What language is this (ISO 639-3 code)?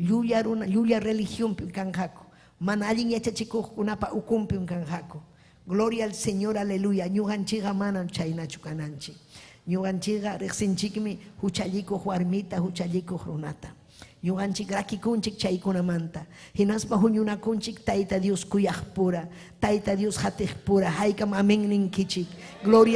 quy